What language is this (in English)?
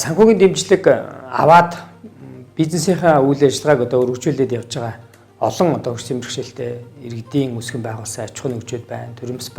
Mongolian